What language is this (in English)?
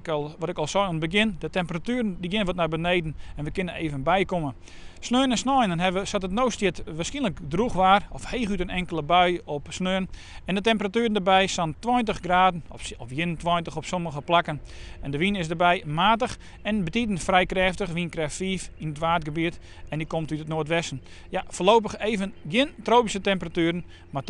Western Frisian